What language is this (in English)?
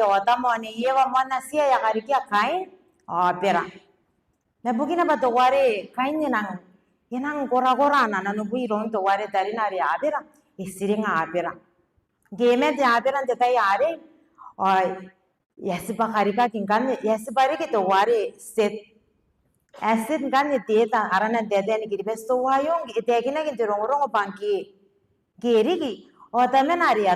Gilbertese